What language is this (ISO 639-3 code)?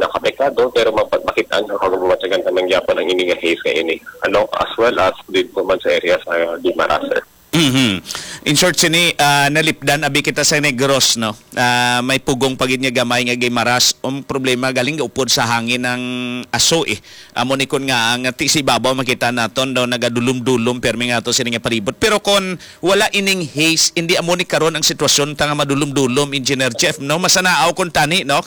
hil